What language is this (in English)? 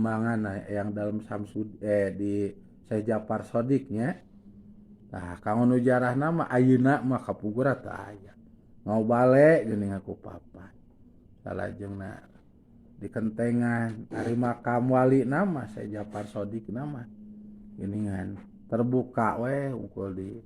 Sundanese